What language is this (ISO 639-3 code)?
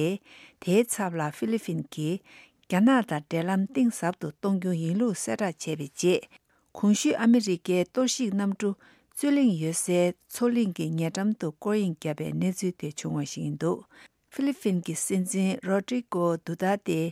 bod